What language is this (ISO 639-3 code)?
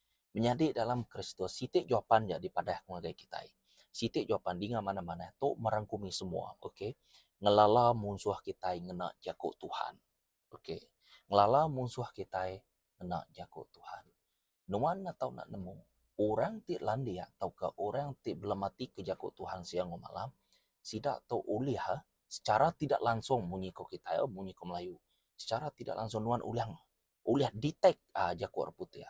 iba